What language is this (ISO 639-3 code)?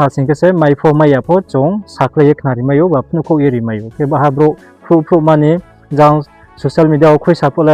ria